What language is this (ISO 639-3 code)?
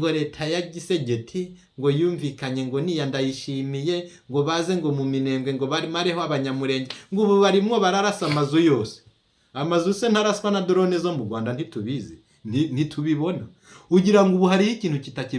run